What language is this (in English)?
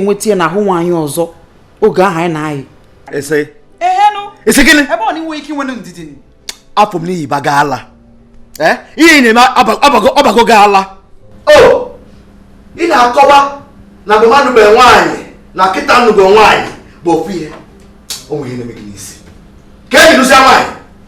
Igbo